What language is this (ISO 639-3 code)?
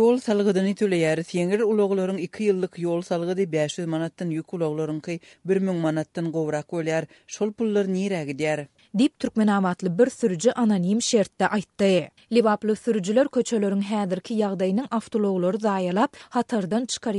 tuk